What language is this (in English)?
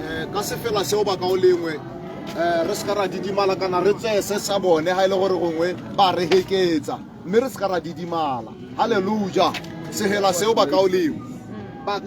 Tswana